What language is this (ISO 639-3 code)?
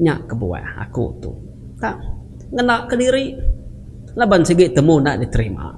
iba